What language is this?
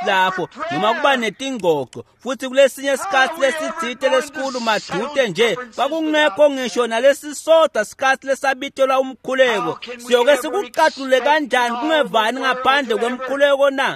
Swati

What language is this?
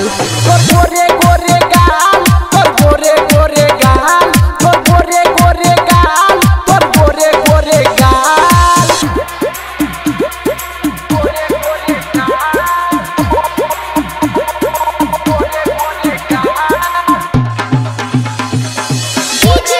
Bhojpuri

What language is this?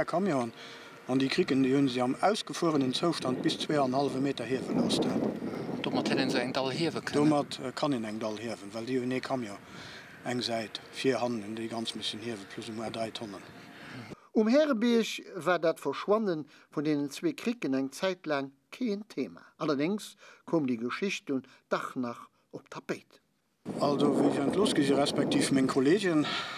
Luxembourgish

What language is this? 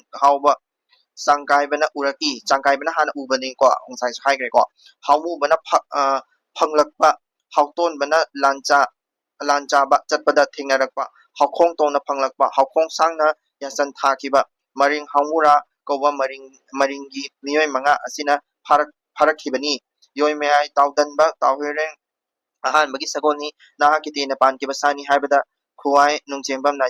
Manipuri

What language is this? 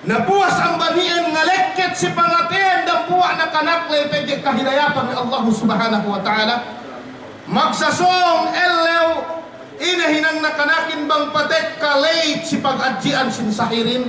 Yakan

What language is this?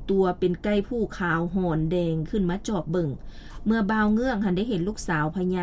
Lao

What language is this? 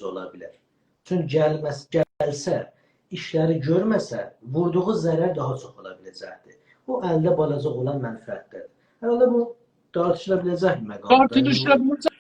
South Azerbaijani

